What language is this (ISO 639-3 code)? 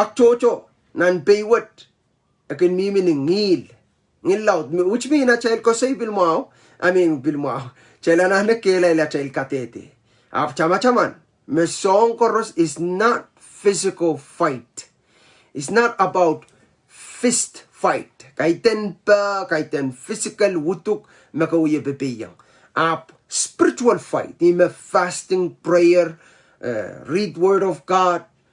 pon